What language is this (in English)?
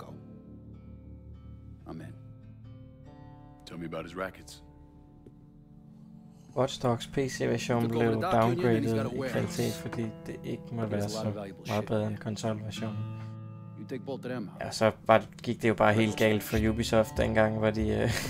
Danish